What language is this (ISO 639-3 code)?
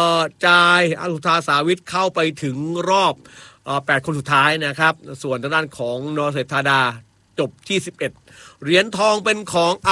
tha